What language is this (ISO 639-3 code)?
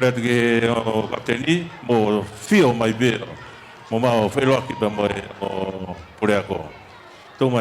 ton